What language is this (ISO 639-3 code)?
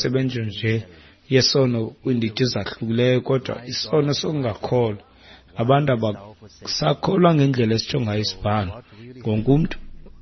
xho